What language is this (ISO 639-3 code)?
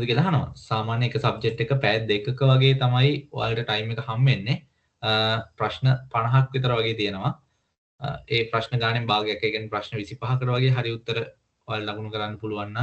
sin